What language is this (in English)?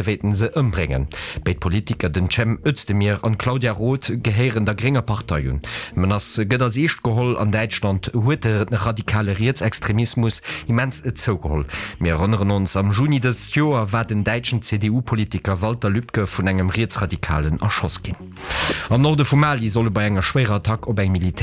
Luxembourgish